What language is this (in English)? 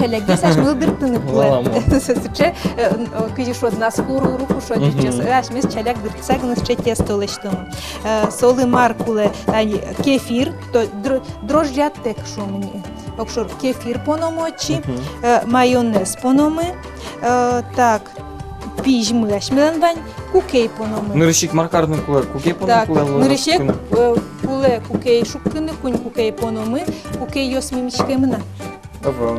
Udmurt